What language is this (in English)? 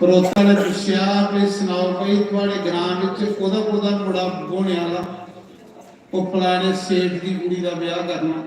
Dogri